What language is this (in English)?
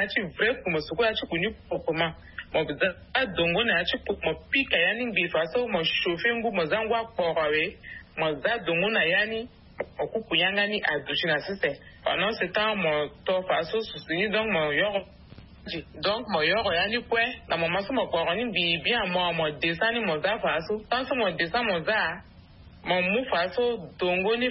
Sango